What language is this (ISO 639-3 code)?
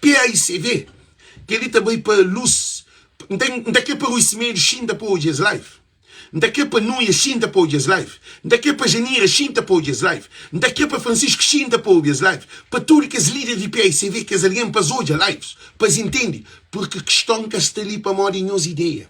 kea